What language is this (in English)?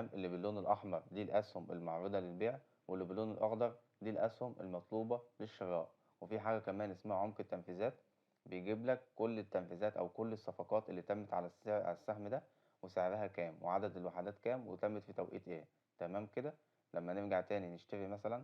Egyptian Arabic